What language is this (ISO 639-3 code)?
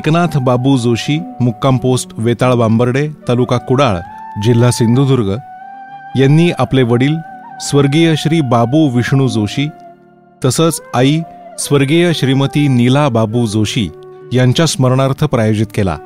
mar